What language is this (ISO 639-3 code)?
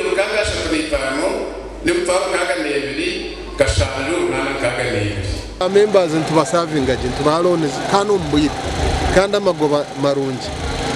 nyn